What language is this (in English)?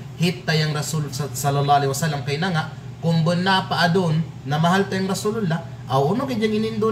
Kalagan